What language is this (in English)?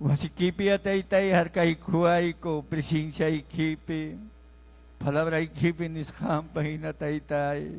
Ayacucho Quechua